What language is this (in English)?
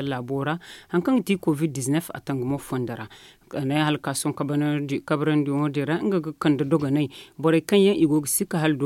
Zarma